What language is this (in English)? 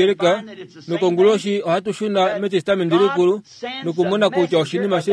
Kuanyama